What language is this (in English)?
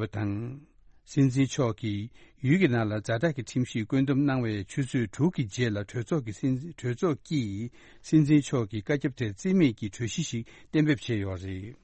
Tibetan